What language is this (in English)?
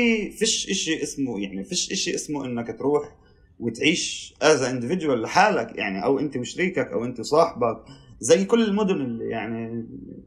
North Levantine Arabic